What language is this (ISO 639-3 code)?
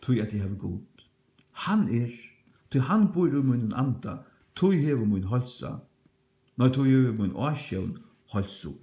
fao